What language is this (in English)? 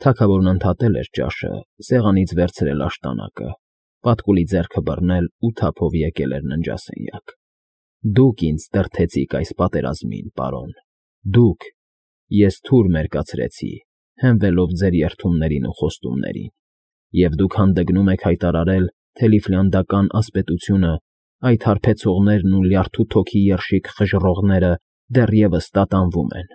Armenian